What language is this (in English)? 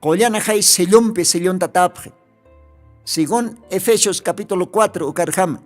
Aymara